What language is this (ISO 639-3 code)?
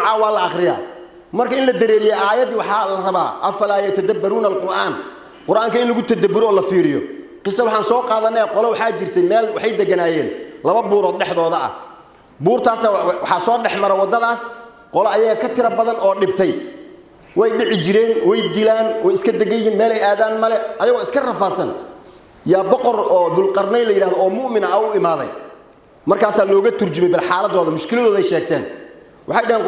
som